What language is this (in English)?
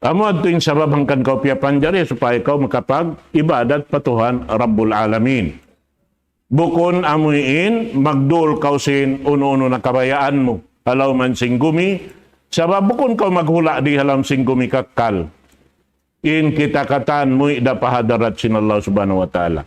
Tausug